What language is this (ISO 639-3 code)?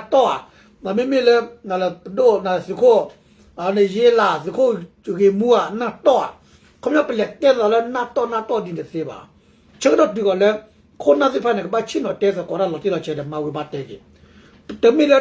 ksw